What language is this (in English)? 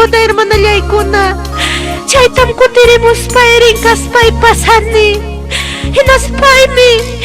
Ayacucho Quechua